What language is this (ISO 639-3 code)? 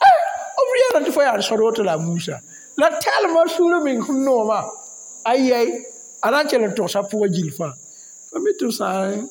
mos